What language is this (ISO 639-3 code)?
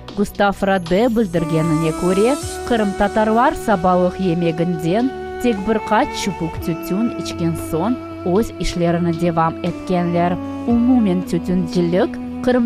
crh